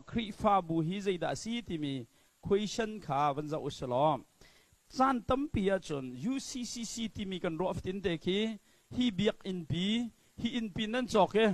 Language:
Hakha Chin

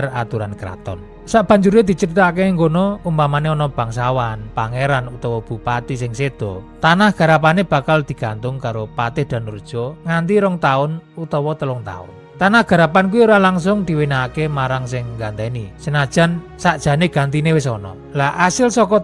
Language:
Javanese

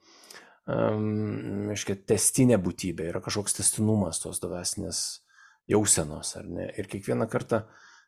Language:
Lithuanian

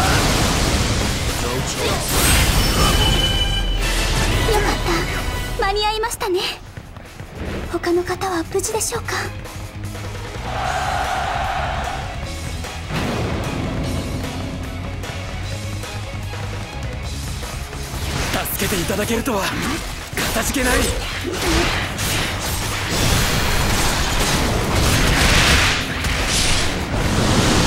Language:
Japanese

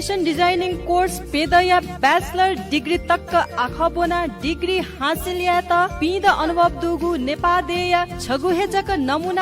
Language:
Newari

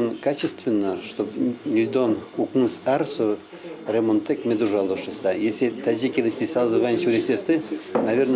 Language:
Udmurt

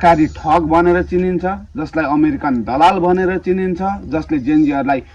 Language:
Nepali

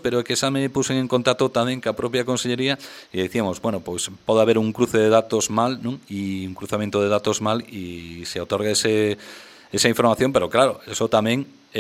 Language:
Galician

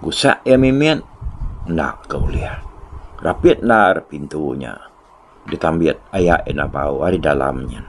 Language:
Iban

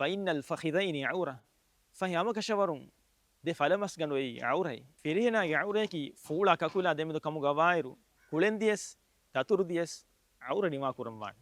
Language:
Divehi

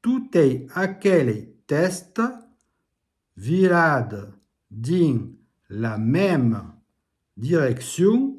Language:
Occitan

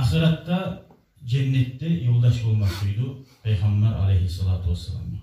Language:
Kumyk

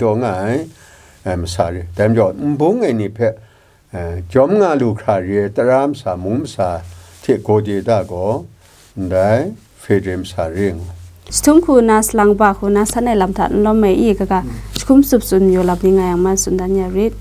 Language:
Kachin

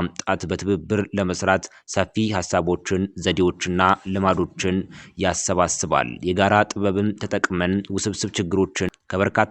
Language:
Amharic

